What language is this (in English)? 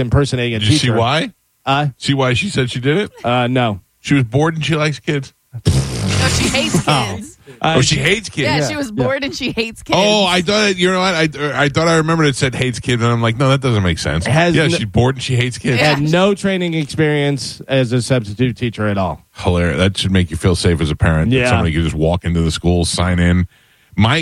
English